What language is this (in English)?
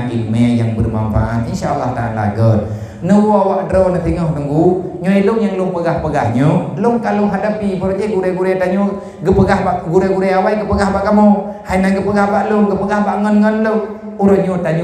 Achinese